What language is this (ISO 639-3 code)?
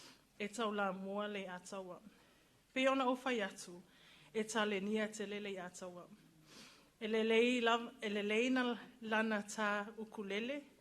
smo